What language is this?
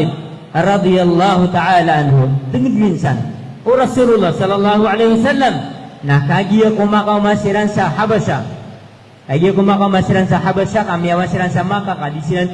Maranao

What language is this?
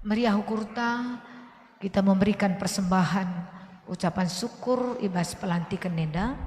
Batak Karo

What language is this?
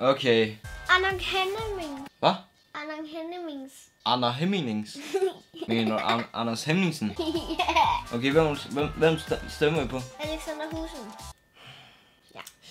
Danish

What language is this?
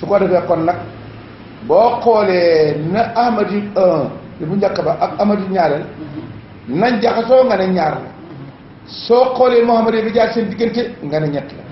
Wolof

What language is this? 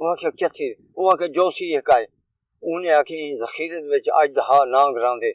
Saraiki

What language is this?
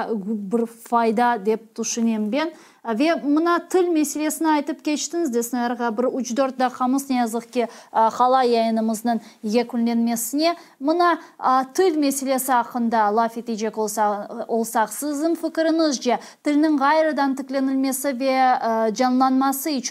Crimean Tatar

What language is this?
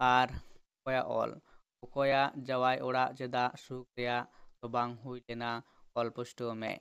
Santali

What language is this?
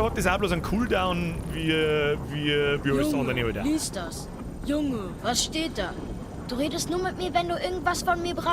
Bavarian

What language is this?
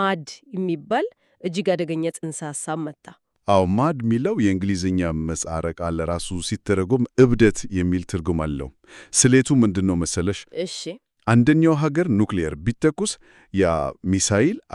Amharic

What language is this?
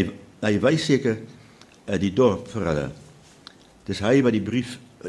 Afrikaans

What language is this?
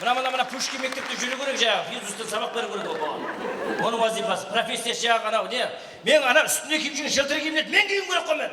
Kara-Kalpak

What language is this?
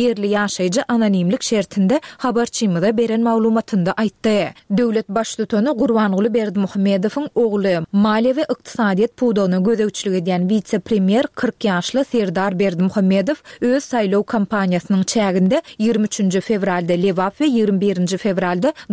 Turkmen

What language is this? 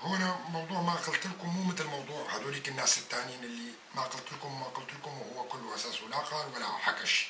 North Levantine Arabic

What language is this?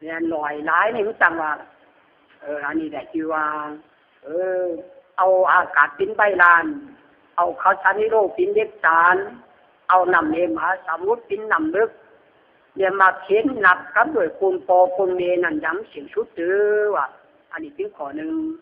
Lü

